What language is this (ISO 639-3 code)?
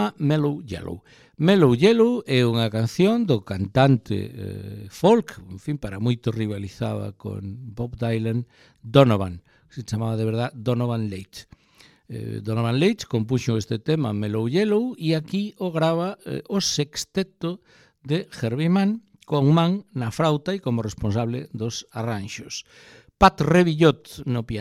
glg